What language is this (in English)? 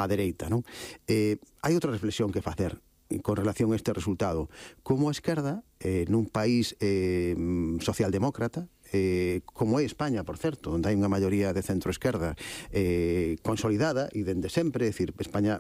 Galician